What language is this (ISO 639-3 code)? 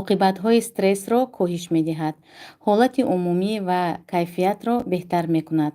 tgk